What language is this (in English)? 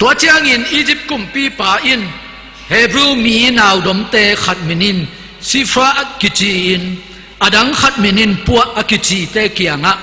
Tedim Chin